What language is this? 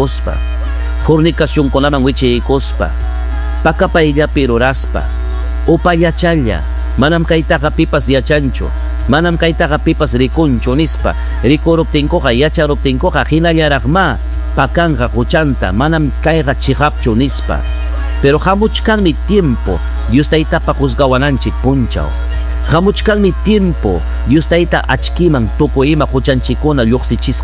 Ayacucho Quechua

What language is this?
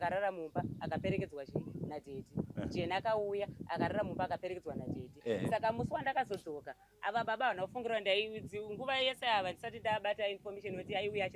Shona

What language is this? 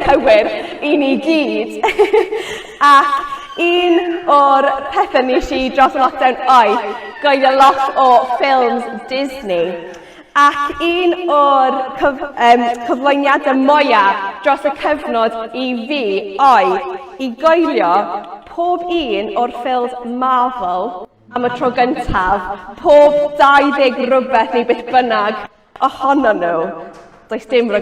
Welsh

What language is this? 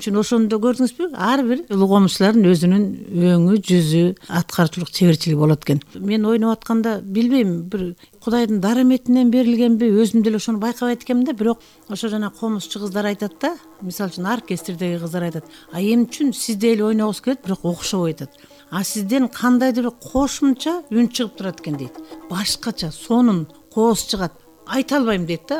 Kyrgyz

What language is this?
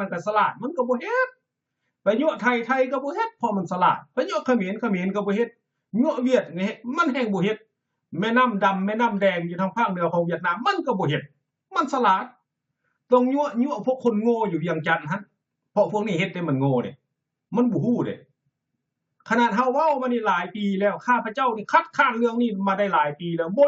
Lao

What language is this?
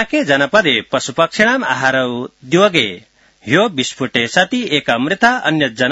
Sanskrit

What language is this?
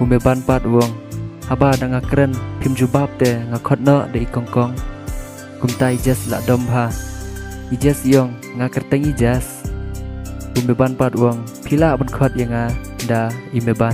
Khasi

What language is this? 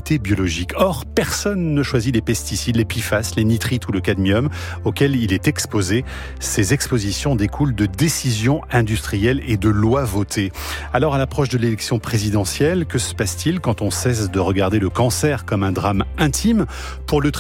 French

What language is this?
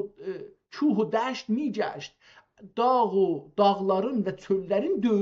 South Azerbaijani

